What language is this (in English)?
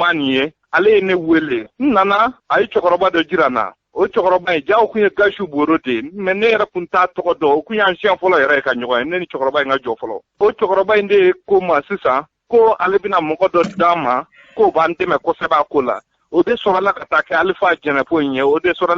Bambara